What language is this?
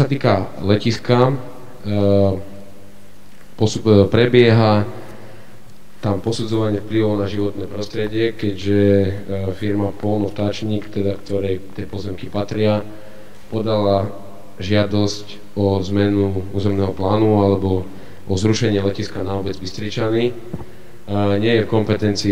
Slovak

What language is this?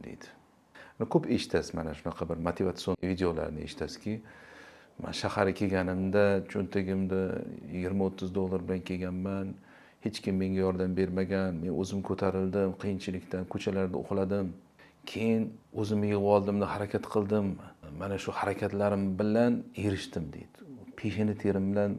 Uzbek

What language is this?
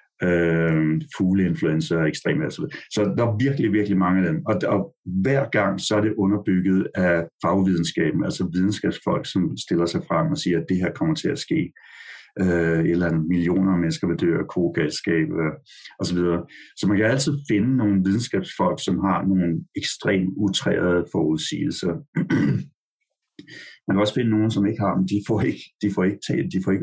Danish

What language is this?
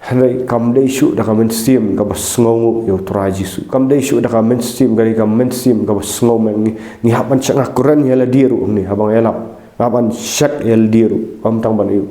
Khasi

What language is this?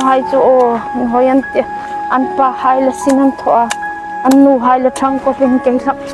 Hmar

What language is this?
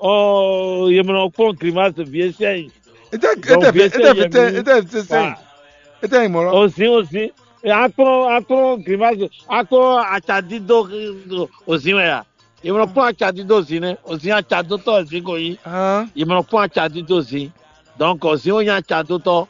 Fon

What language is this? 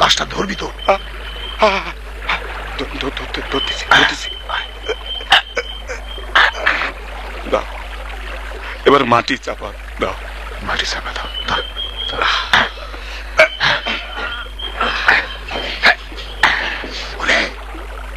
Bangla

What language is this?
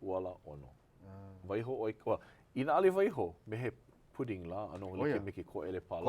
Hawaiian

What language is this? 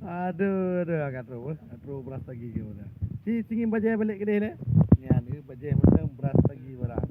Achinese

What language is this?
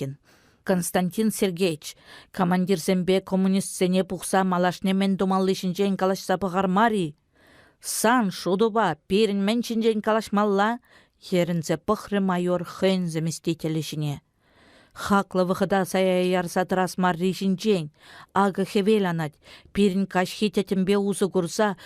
Chuvash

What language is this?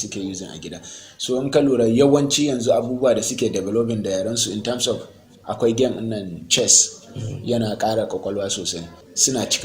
Hausa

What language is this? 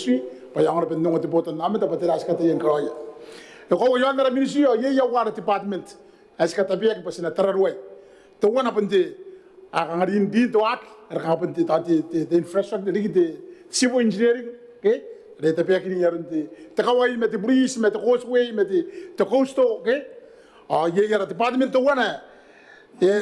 Gilbertese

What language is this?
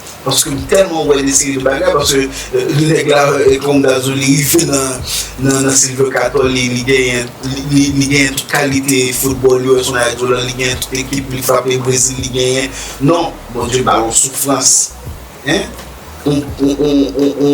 Haitian Creole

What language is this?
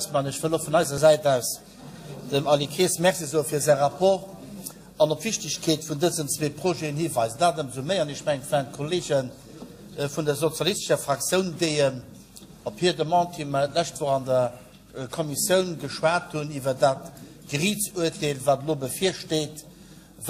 Luxembourgish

